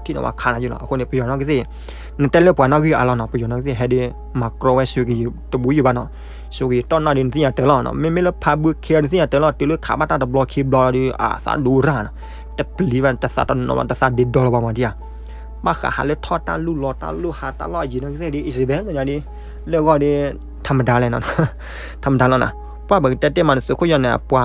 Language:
S'gaw Karen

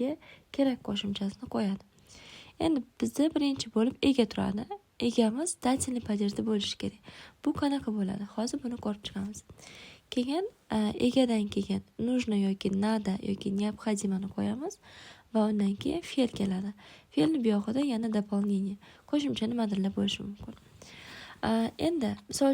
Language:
Uzbek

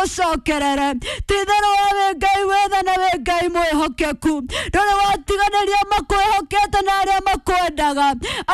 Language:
Kikuyu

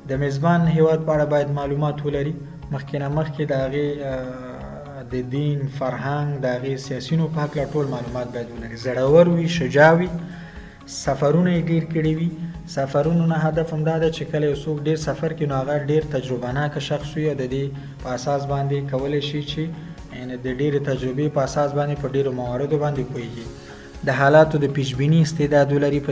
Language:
Pashto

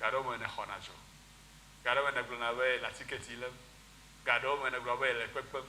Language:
Ewe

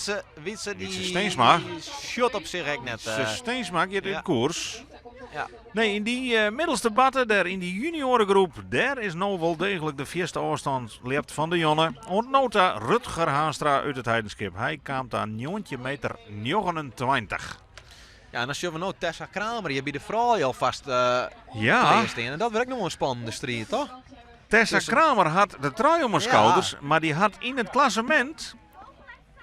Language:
Western Frisian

